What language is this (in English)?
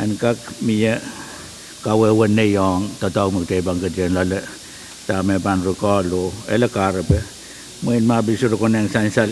Pohnpeian